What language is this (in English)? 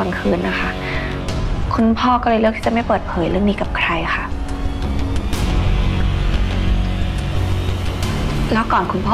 Thai